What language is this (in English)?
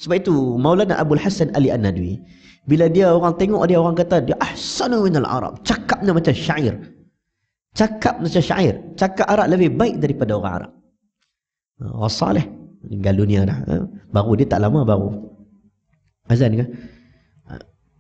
Malay